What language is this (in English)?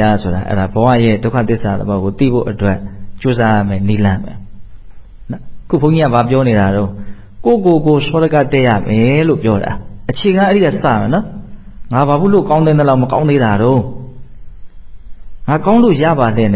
Burmese